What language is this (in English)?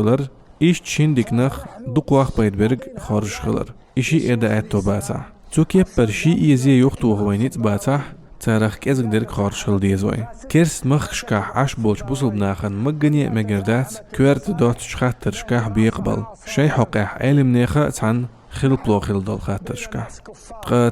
Chechen